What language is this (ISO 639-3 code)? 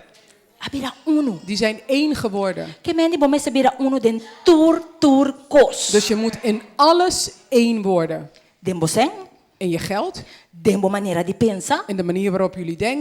pap